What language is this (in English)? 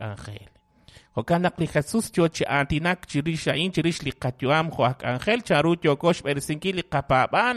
Kekchí